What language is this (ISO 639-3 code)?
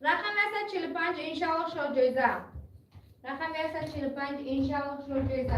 tgk